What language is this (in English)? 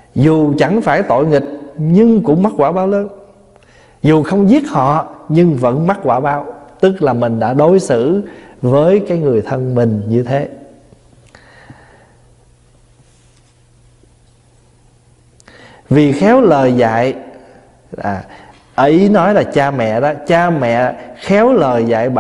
Vietnamese